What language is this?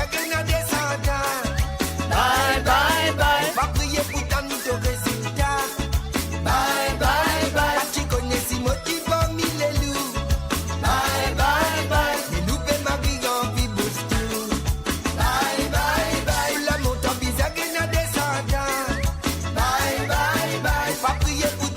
Morisyen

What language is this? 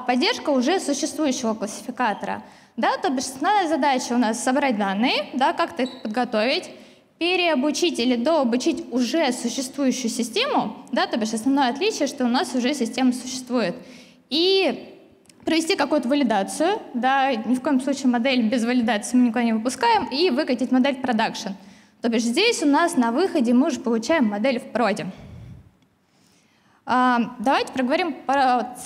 Russian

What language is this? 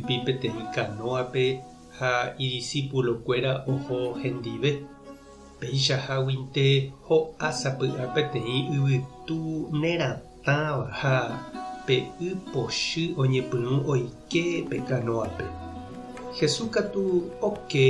Guarani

